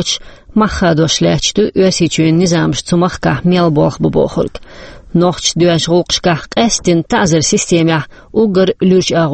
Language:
Chechen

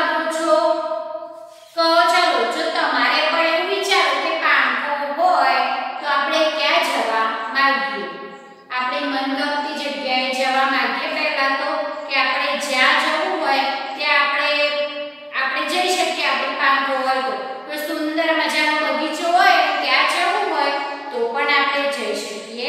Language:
Gujarati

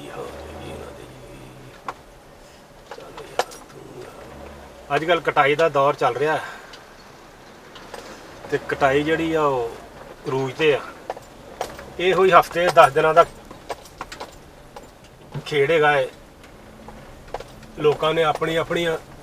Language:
Punjabi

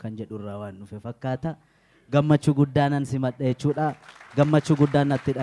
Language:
Oromo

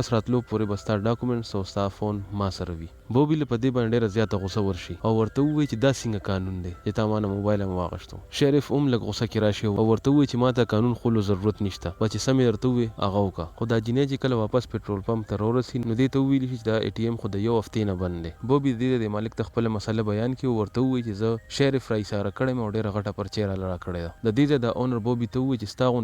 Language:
Pashto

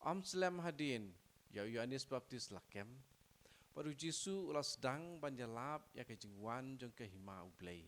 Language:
Khasi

